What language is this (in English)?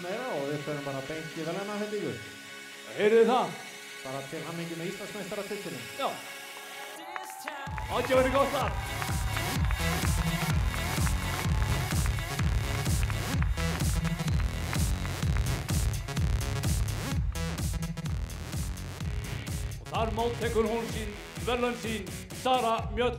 Icelandic